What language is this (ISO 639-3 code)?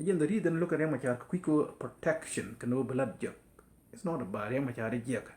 nus